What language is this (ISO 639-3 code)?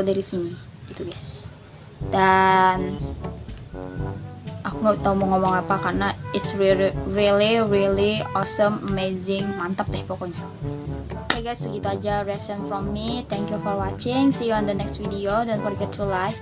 ind